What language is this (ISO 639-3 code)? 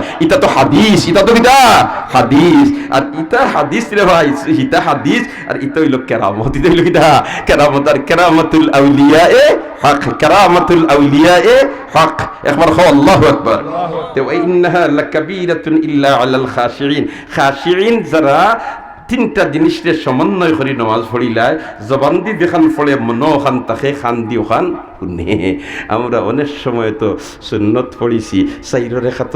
syl